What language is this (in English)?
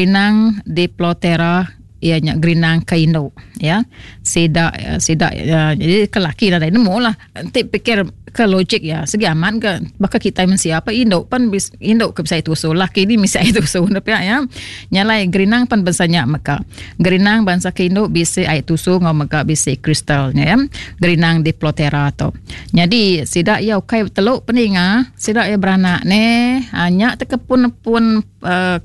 Iban